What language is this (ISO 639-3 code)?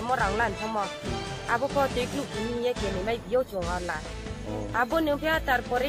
ria